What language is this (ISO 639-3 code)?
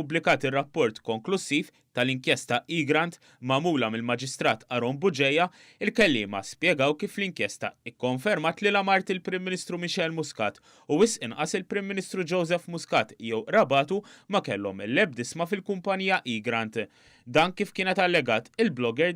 mlt